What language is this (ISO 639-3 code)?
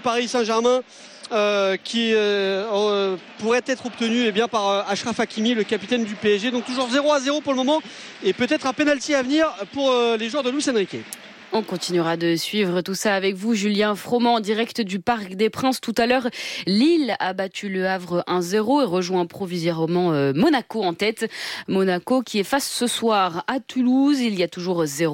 fra